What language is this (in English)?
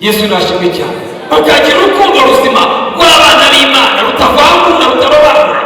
Kinyarwanda